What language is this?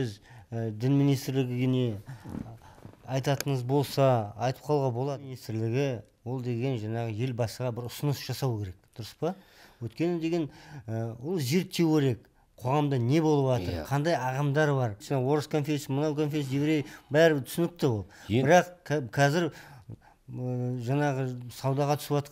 Kazakh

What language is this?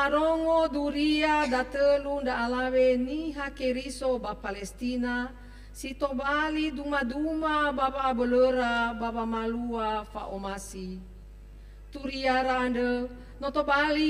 Nias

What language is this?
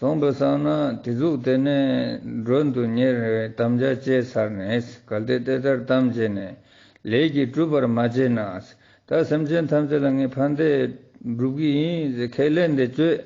Ladakhi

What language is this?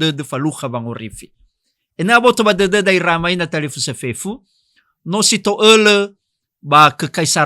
Nias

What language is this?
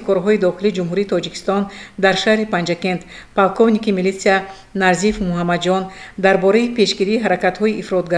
Tajik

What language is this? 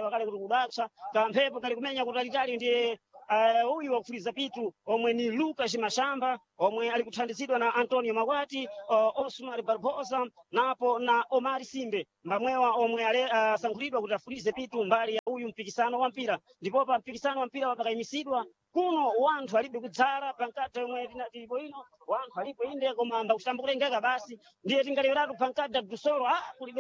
Sena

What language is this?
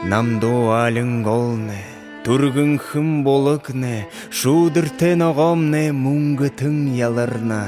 Buriat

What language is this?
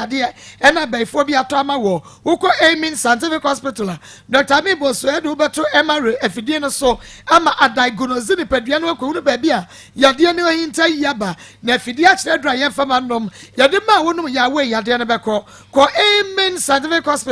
Akan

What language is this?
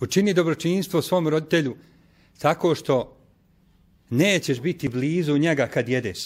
Bosnian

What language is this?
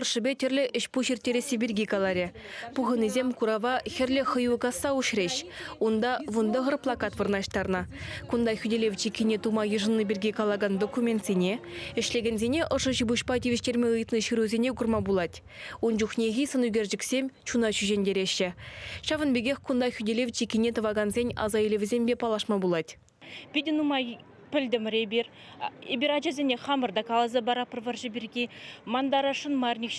Chuvash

